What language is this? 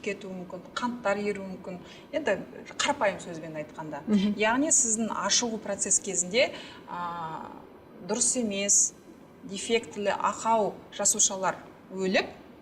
Kazakh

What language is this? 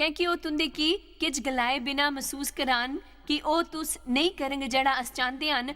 Dogri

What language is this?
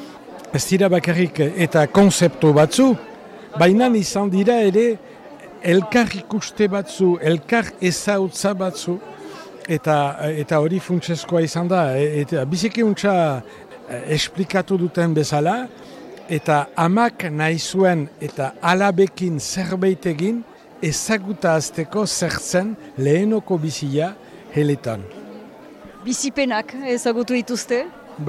Basque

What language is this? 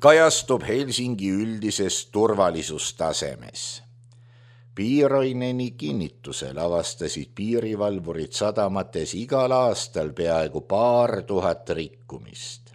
Estonian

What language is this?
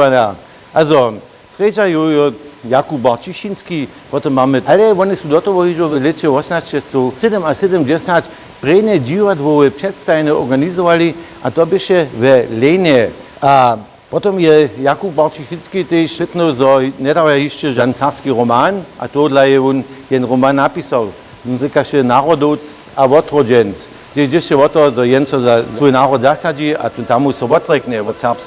Upper Sorbian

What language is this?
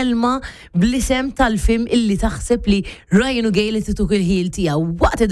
Maltese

